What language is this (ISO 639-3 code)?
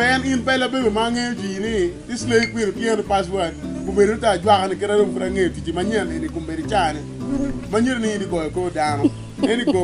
ach